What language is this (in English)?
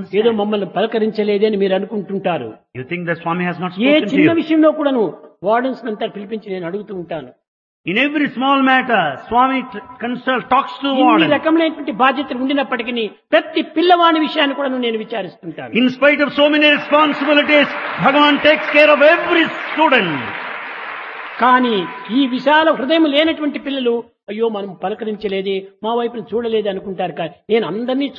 Telugu